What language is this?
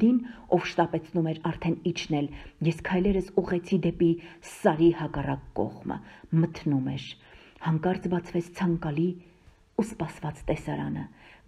Armenian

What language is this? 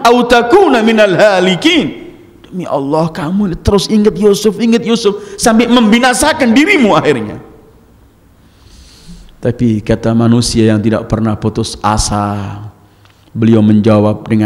Indonesian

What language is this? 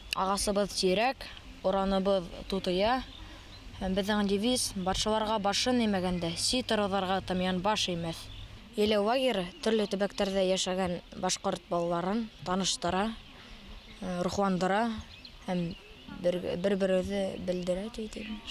Bashkir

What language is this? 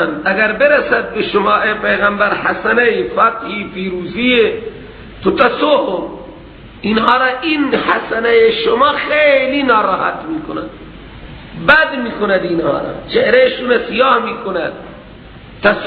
Persian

